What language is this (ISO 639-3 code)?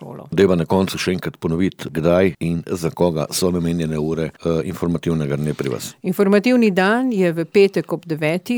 slv